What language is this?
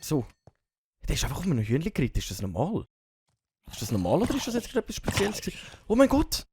Swiss German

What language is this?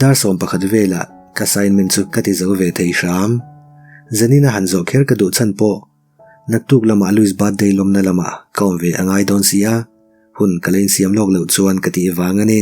Mizo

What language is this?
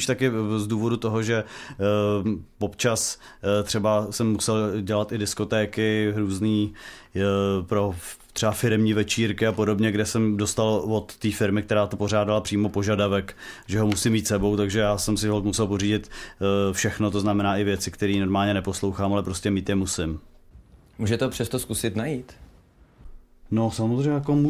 Czech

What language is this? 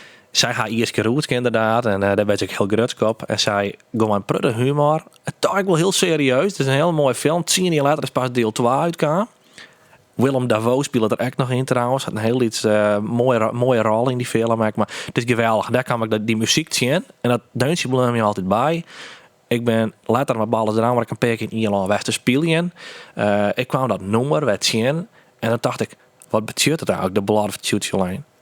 Western Frisian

